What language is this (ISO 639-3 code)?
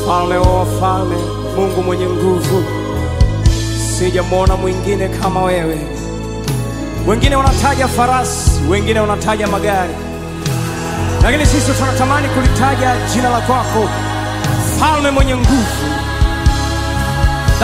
swa